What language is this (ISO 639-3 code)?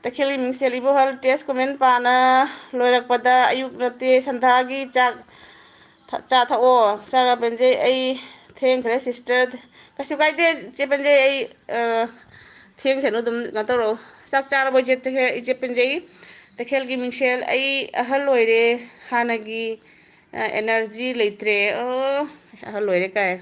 mni